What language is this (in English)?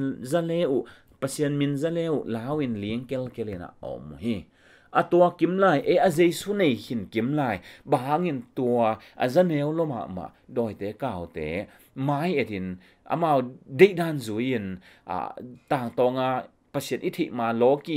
Tedim Chin